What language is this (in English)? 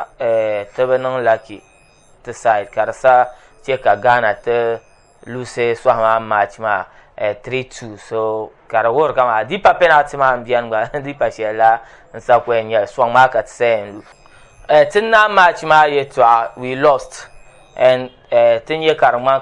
Dagbani